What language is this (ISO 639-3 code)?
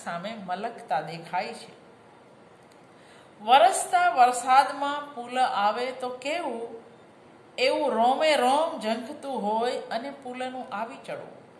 guj